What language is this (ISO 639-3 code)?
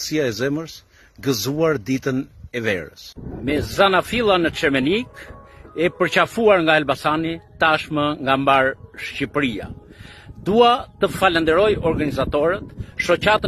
sqi